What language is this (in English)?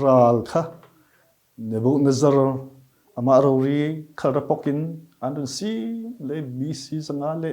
Falam Chin